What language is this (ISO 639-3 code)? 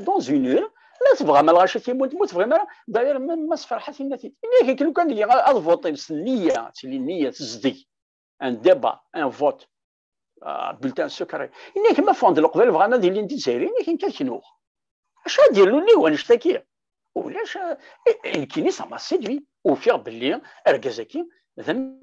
kab